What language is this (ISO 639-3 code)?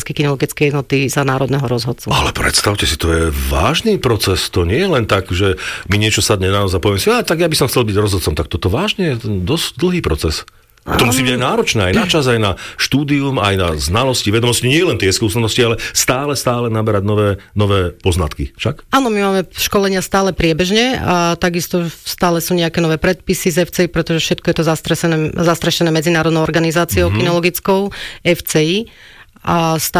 slk